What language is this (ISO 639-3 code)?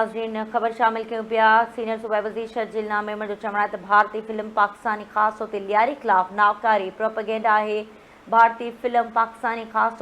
snd